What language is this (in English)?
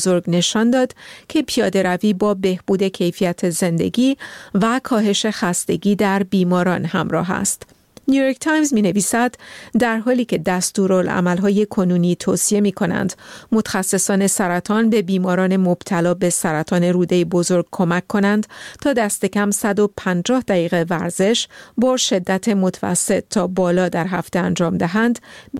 Persian